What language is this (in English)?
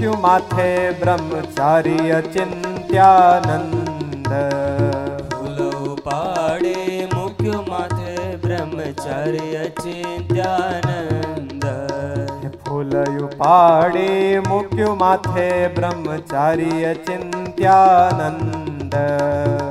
Gujarati